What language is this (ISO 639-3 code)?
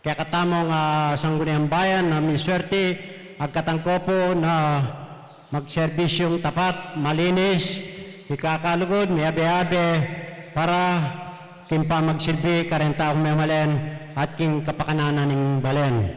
pam